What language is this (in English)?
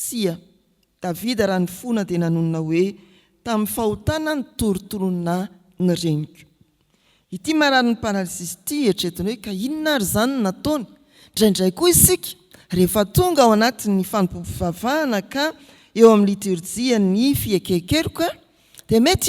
Malagasy